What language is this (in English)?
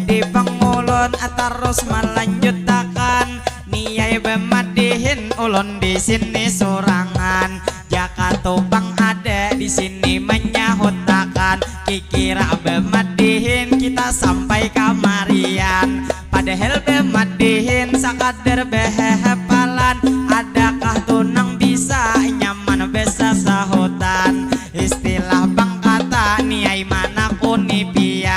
Banjar